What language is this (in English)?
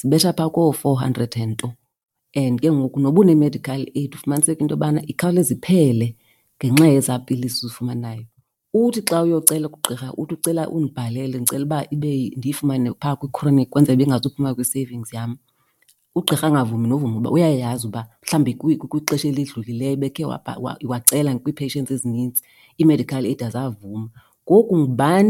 Xhosa